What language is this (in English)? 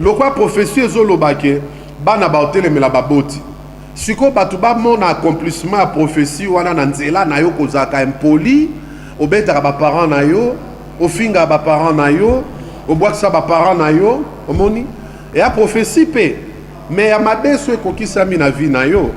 Lingala